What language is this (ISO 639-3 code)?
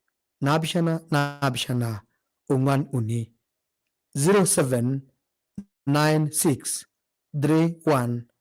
mas